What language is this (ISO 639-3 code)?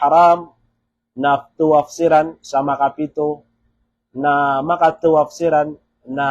mrw